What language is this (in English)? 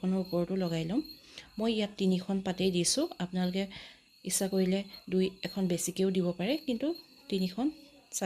Assamese